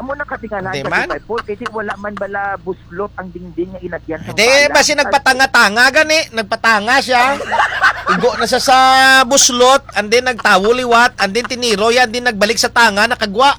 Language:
Hiligaynon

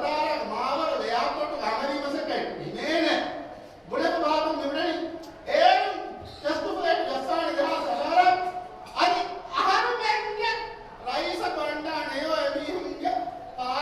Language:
Divehi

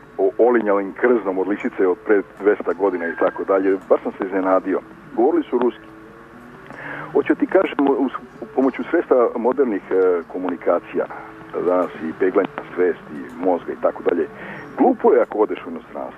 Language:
Serbian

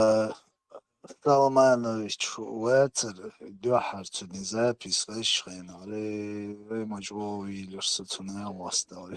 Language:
Chechen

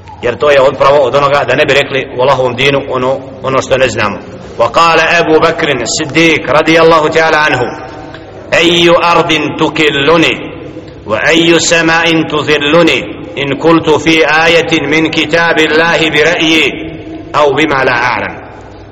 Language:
Bosnian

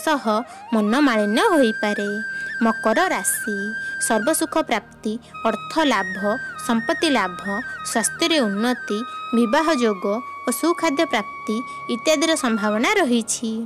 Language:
Odia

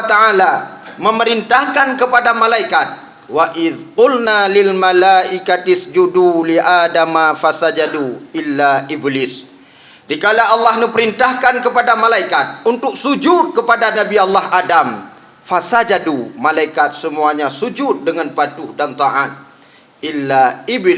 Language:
Achinese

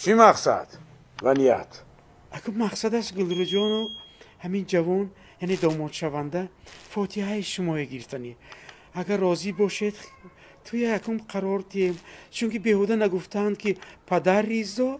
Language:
Tajik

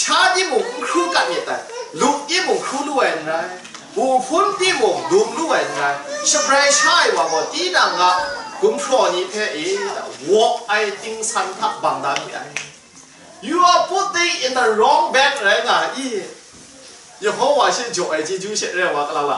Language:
Kachin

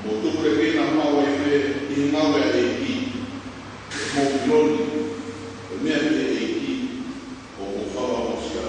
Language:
Tongan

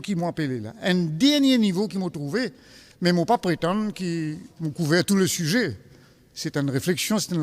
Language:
Morisyen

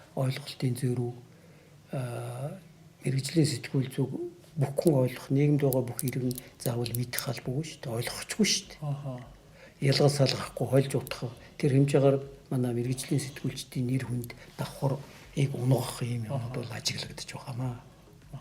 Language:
Mongolian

